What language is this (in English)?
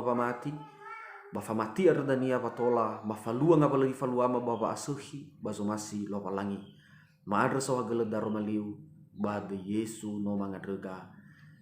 Nias